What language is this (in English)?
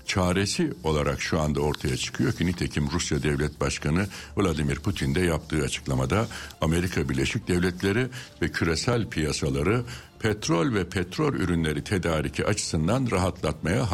Turkish